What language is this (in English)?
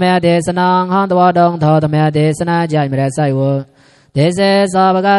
Mon